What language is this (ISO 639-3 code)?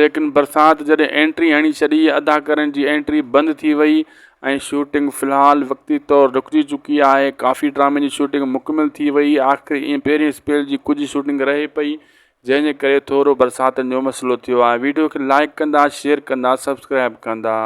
snd